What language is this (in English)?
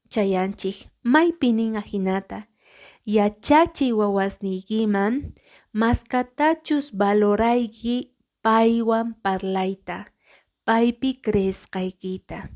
Quechua